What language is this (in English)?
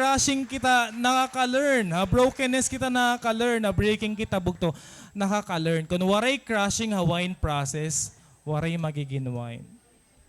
Waray